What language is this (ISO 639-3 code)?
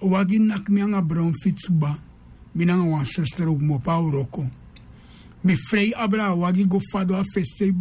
srn